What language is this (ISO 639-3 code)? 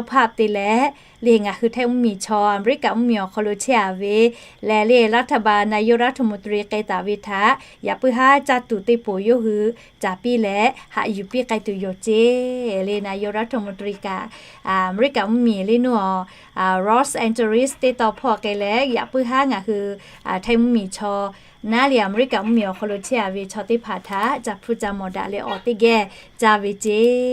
lhu